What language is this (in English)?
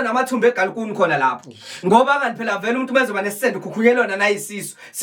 Zulu